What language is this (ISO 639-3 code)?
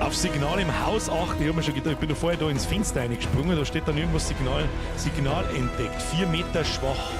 bar